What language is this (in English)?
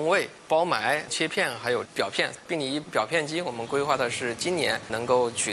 Chinese